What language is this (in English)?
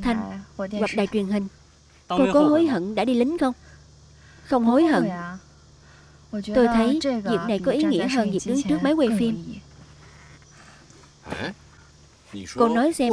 Vietnamese